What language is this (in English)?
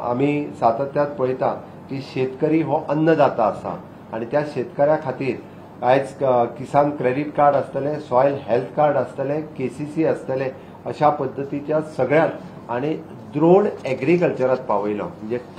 Konkani